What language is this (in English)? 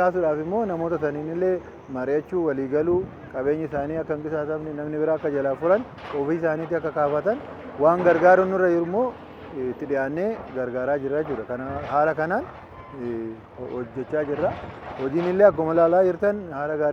Oromo